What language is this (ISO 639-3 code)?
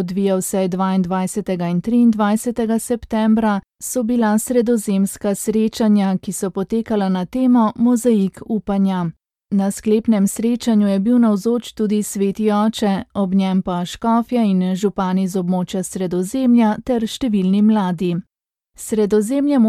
slv